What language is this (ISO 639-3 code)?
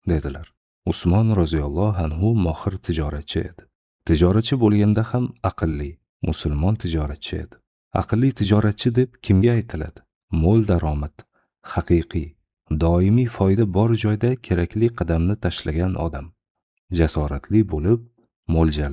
uzb